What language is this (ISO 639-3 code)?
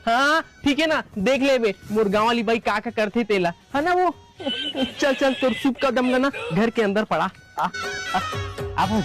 hne